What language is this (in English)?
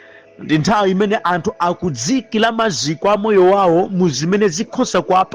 Nyanja